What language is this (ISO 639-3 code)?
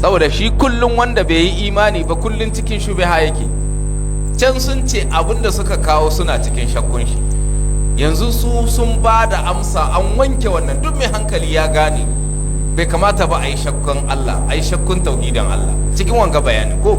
hau